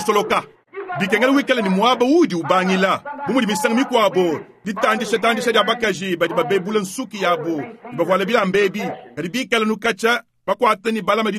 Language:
Luba-Lulua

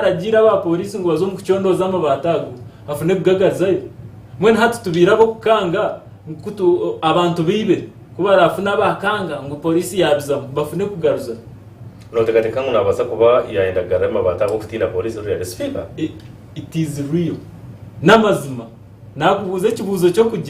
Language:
Nyankole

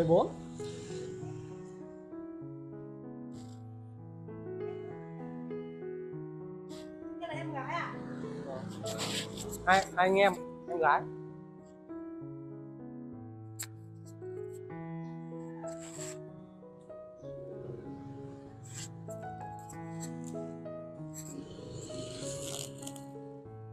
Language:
Vietnamese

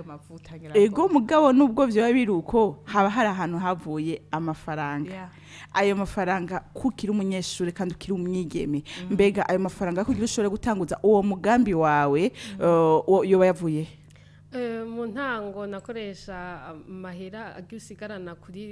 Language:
Rundi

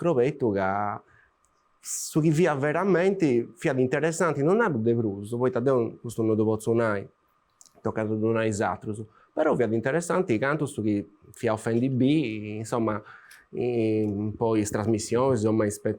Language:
Sardinian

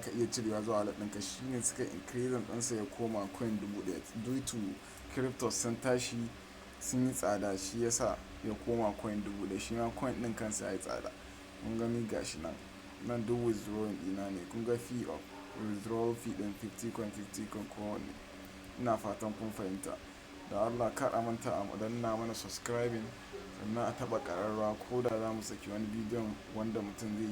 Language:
Hausa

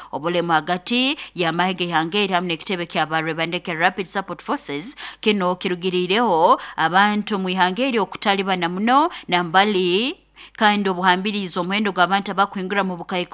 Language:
Nyoro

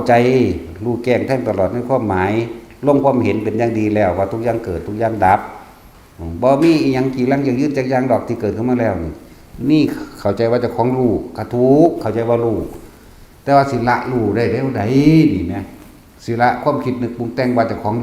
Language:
Northeastern Thai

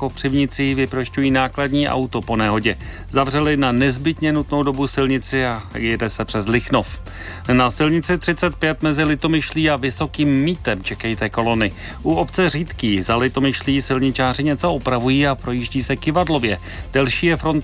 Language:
Czech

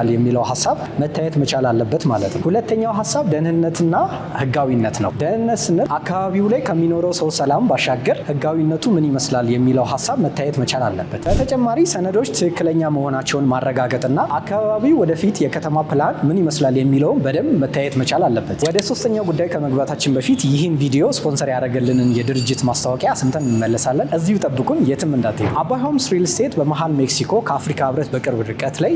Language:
Amharic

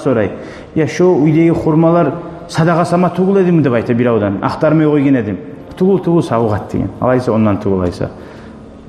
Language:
Kumyk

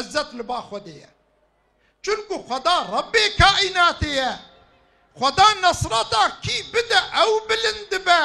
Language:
Kurdish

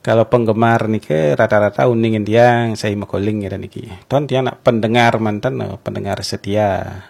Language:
Balinese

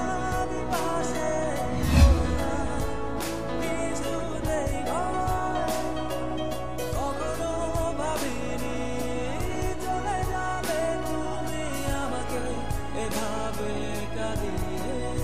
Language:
Bangla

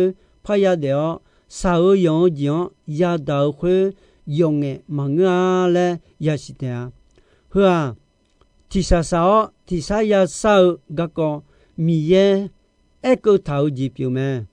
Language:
Akha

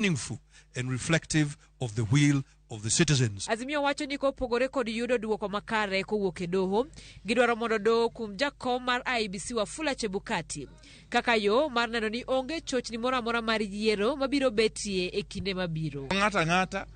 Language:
Luo (Kenya and Tanzania)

